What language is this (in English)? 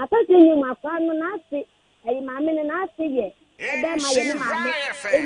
Akan